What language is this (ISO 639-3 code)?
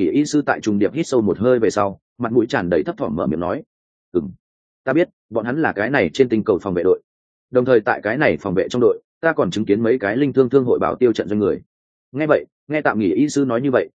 vie